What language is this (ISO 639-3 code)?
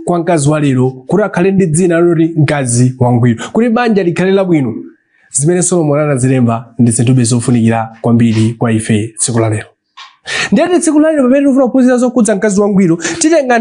nya